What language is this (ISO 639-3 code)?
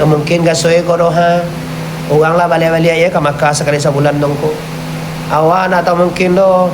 min